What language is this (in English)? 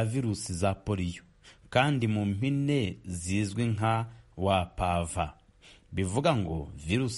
Kinyarwanda